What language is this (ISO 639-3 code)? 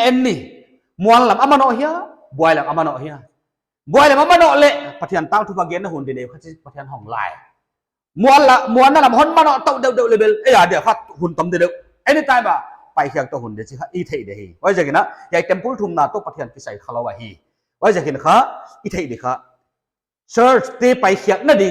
pck